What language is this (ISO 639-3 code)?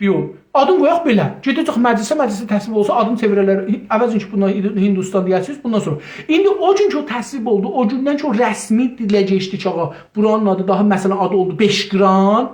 azb